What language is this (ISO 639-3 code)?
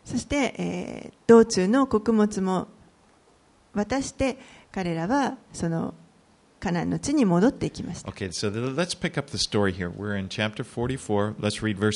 jpn